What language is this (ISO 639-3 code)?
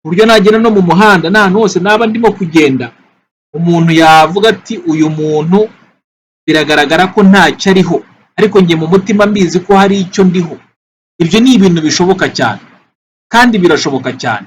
kin